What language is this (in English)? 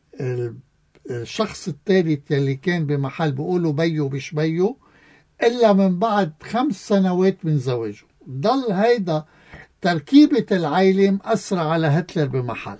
North Levantine Arabic